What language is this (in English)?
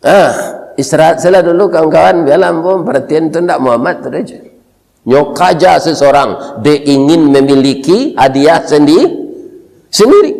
Minangkabau